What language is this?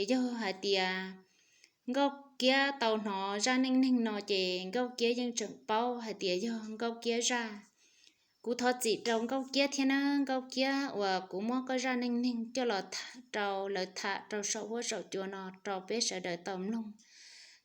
Hmong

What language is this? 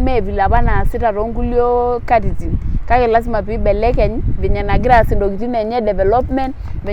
Masai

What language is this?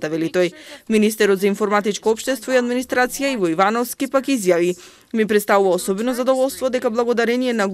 Macedonian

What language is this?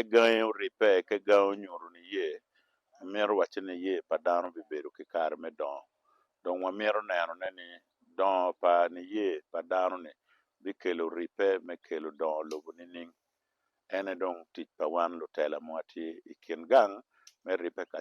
Acoli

